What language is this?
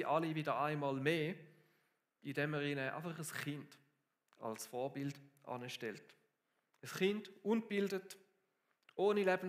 Swiss German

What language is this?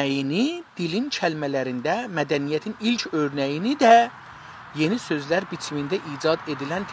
South Azerbaijani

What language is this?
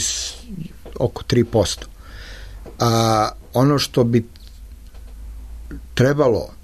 Serbian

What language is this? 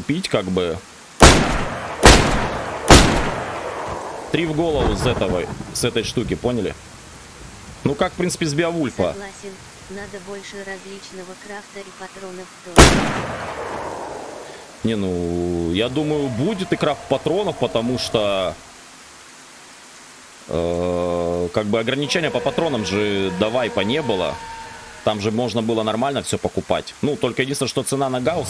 Russian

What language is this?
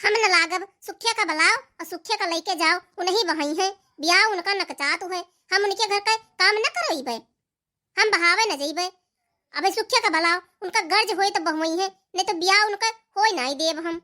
Awadhi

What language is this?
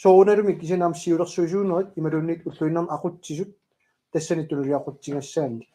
Kalaallisut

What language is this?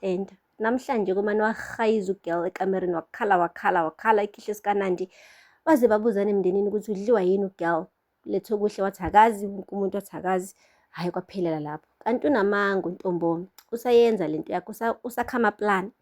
Zulu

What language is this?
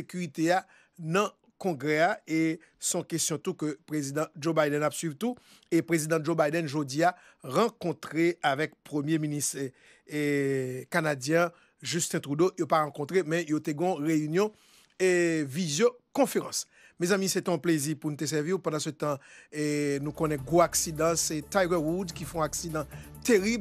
Haitian Creole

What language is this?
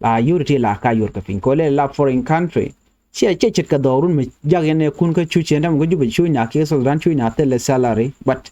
Nuer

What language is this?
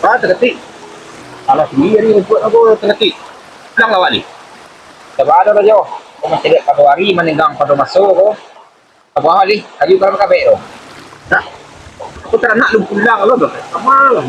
Minangkabau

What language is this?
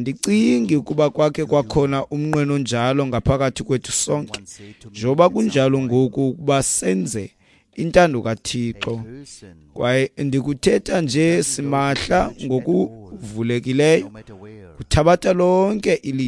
Xhosa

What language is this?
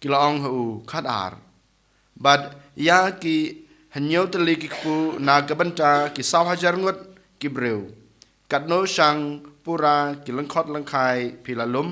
Khasi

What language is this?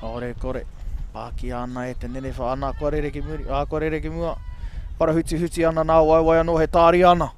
Māori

